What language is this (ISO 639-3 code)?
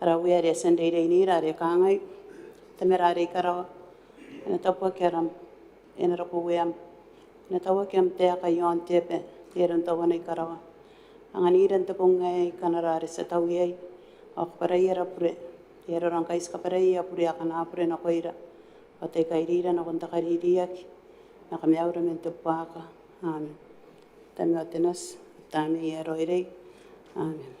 gil